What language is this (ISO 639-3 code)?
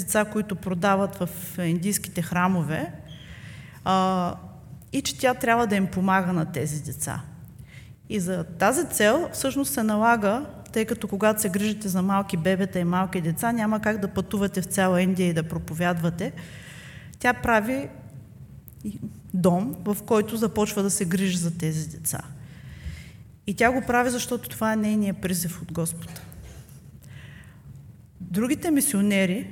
bul